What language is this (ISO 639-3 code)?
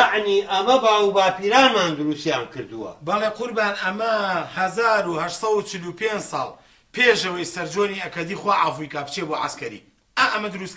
ckb